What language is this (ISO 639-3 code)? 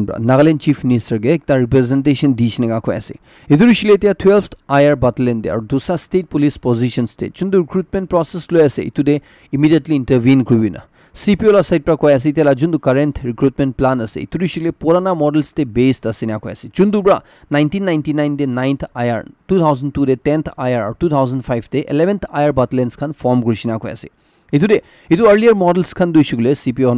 nag